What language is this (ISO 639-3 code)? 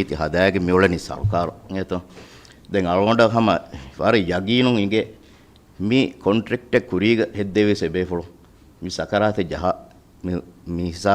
div